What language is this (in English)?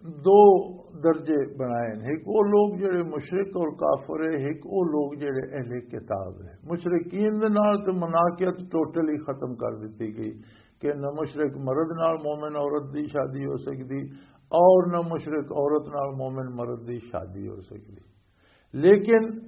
Western Panjabi